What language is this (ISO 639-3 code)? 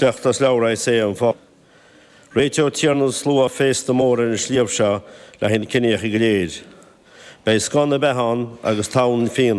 gle